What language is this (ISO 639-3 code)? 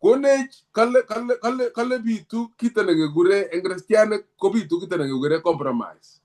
kln